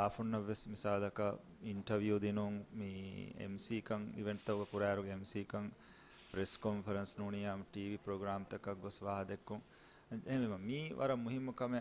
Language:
Divehi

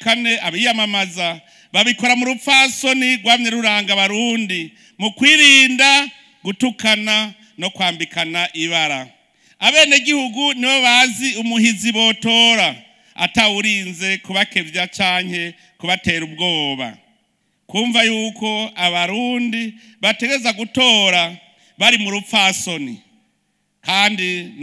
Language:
Rundi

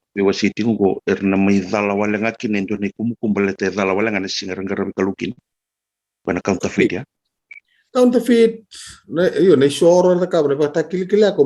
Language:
Fijian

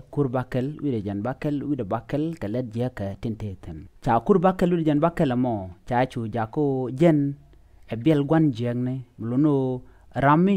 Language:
Nuer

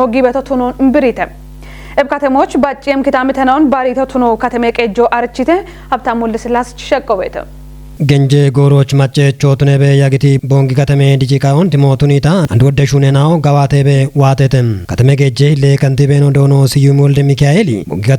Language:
Kafa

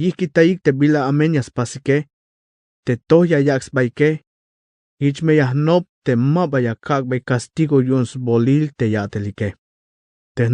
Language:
Tzeltal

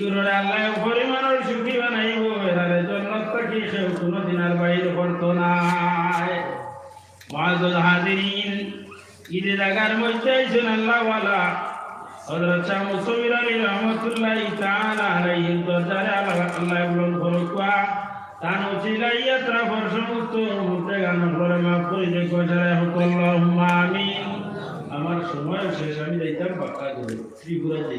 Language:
Sylheti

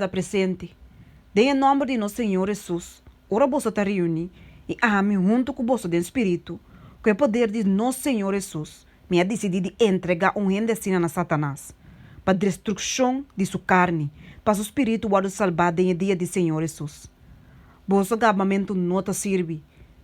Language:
Papiamento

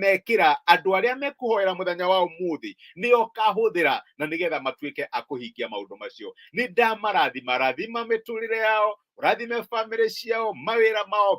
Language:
Kikuyu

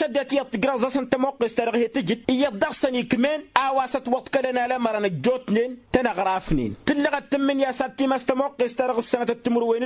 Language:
Tamasheq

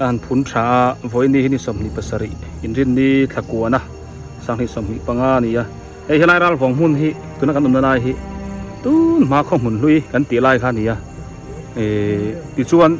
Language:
Biete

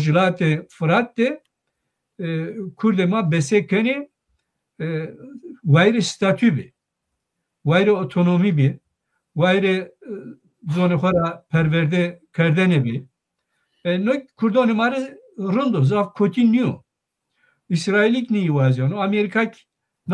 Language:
Zaza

